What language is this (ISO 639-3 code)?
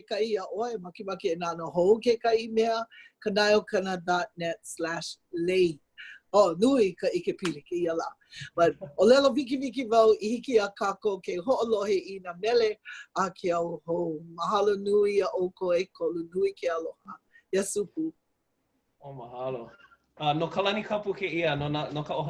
haw